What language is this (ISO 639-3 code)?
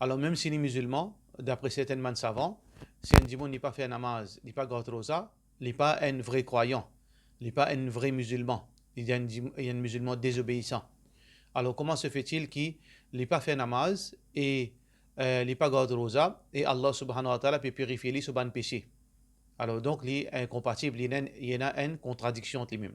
mfe